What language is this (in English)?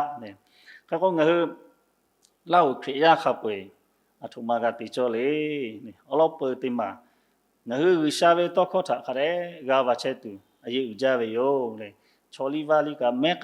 Lahu